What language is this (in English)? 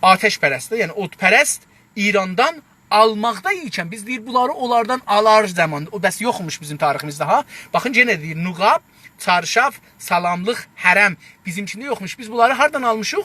South Azerbaijani